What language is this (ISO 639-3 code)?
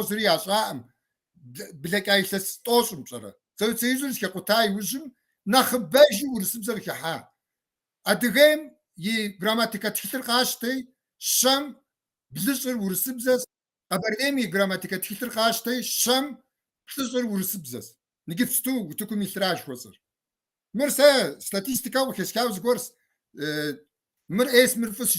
kbd